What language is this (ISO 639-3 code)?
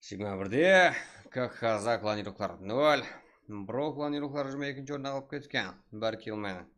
kaa